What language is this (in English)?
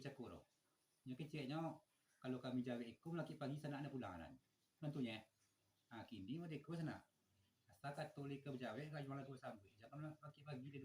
Minangkabau